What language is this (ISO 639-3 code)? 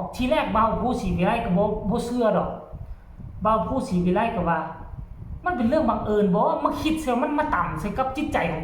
lao